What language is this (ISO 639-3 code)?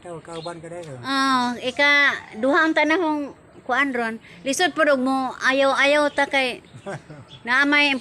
ceb